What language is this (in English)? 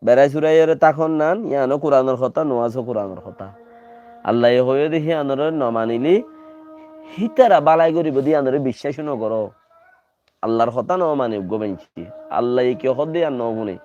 Rohingya